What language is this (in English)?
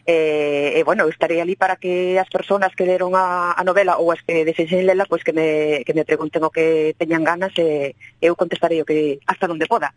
Galician